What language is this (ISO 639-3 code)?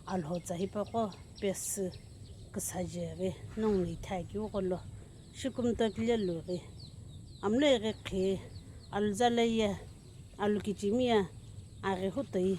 nsm